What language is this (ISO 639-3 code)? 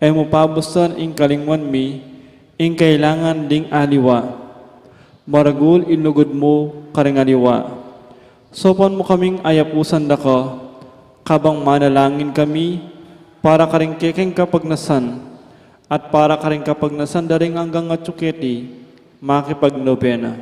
pam